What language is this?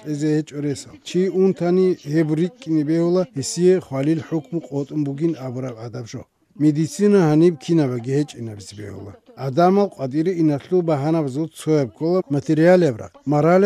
Avaric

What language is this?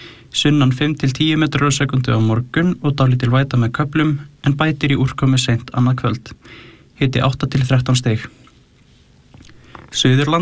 Icelandic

